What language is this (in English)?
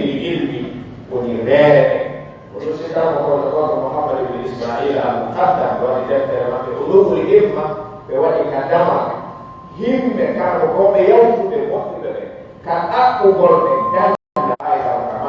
Pular